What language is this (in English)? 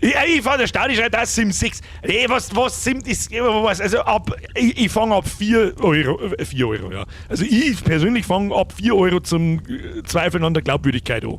Bavarian